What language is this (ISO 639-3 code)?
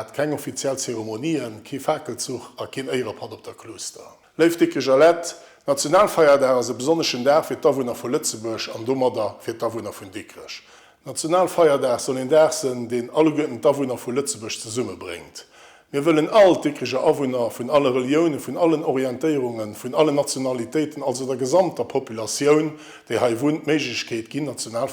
ltz